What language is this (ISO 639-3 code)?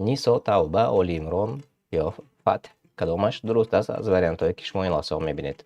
tgk